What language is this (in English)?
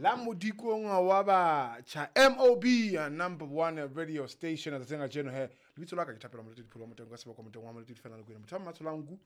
Southern Sotho